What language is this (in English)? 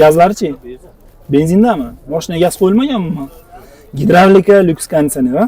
Uzbek